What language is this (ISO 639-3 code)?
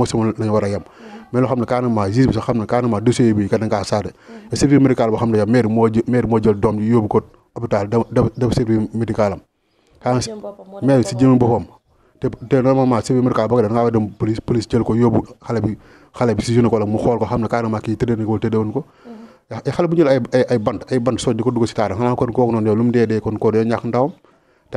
wol